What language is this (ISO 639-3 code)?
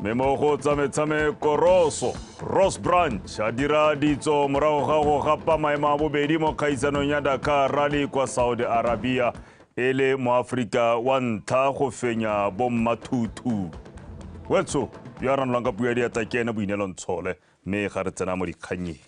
tsn